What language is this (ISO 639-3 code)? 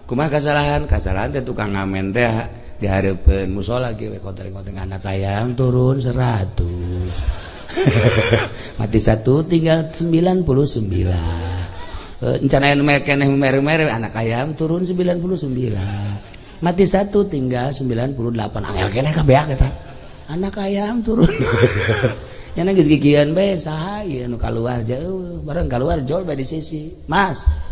sun